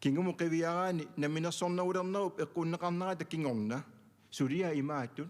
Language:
Kalaallisut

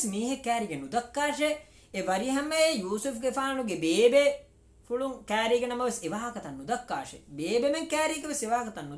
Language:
Divehi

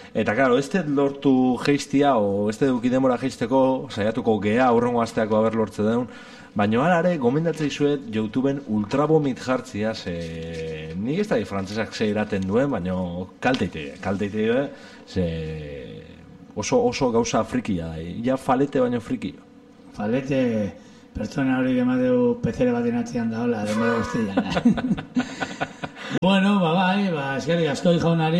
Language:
Basque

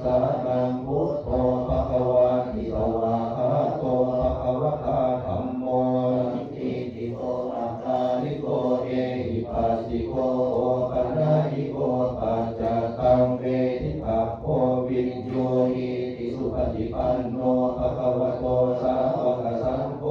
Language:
Pali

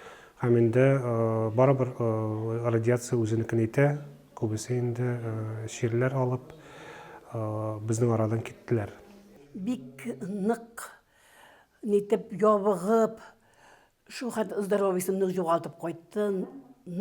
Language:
Tatar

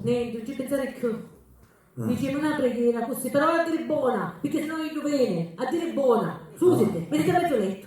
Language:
Sicilian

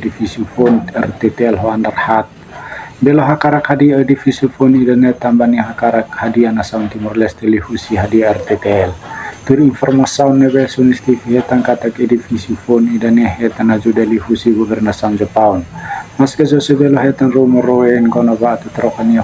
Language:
Tetum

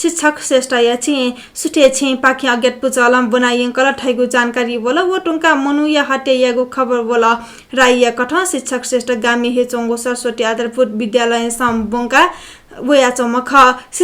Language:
Newari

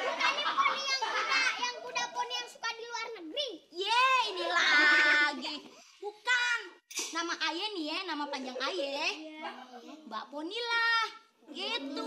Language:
Betawi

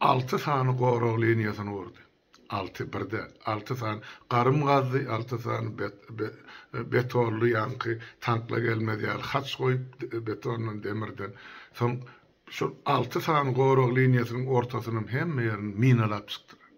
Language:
Turkmen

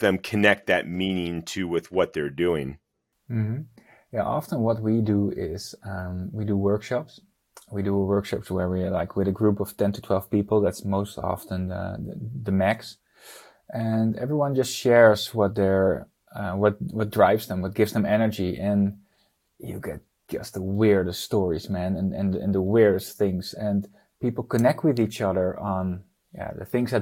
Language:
English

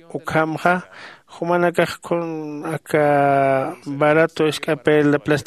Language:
Aymara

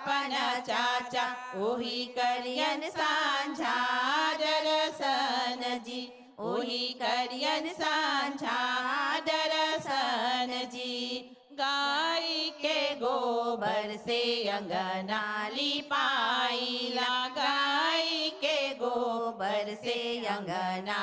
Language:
Bhojpuri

